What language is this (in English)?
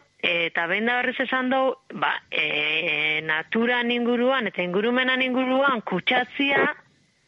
Basque